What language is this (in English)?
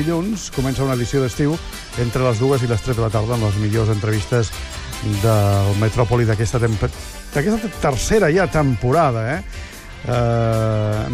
Catalan